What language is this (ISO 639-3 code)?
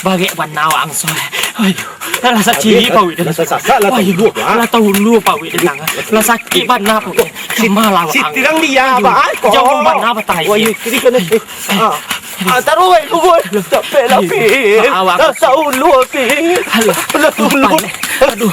min